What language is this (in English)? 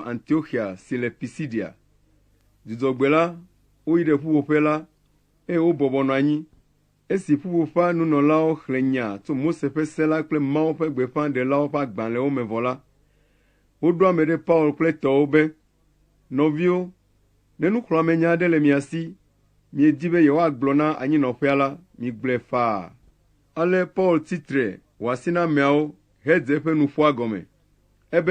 Ewe